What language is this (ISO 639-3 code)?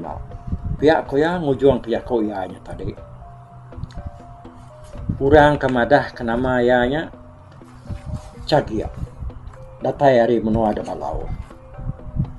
iba